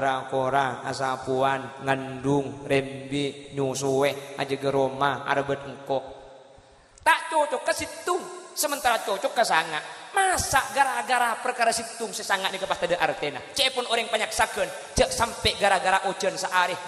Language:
Madurese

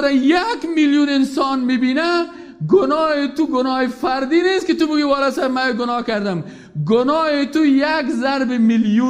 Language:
Persian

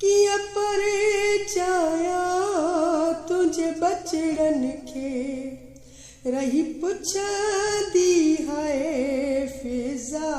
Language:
Sindhi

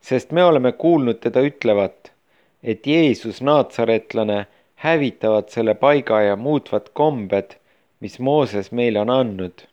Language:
Estonian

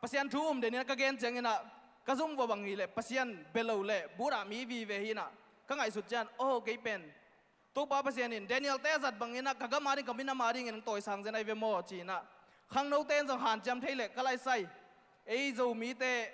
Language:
Tedim Chin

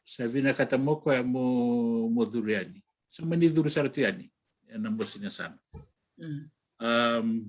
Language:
Fijian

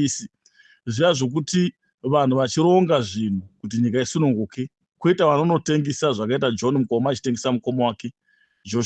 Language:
Shona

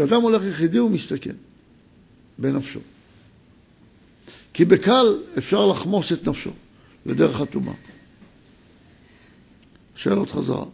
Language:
Hebrew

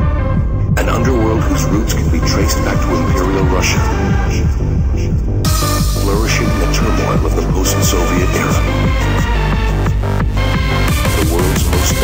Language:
English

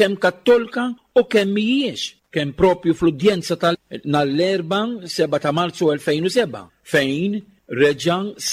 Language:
Maltese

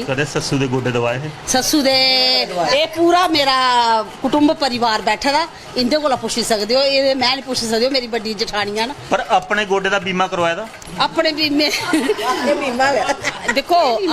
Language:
Dogri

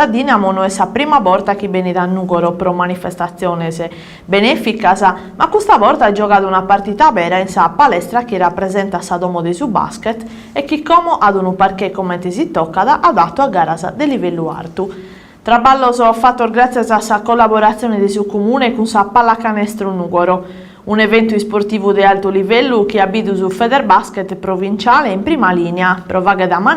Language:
Sardinian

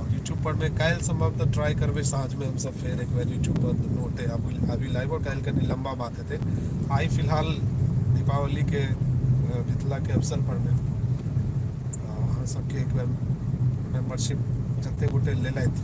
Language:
Maithili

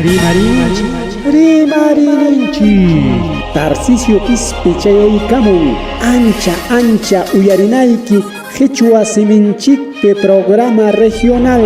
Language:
Ayacucho Quechua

